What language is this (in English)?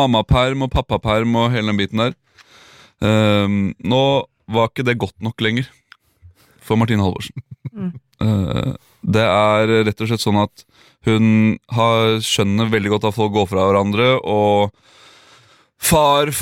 Norwegian